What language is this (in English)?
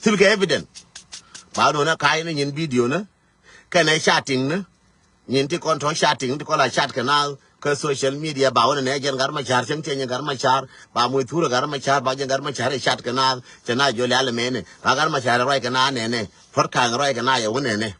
Nuer